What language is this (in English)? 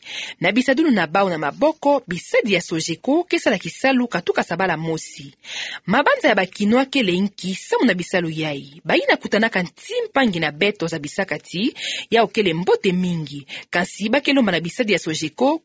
Kituba (Democratic Republic of Congo)